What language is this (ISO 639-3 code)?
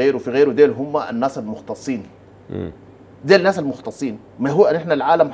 apd